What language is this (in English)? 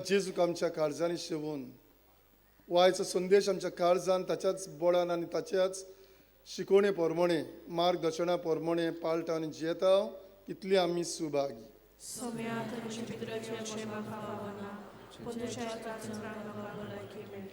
Konkani